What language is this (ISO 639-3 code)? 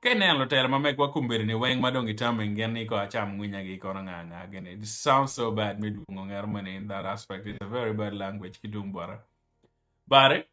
ach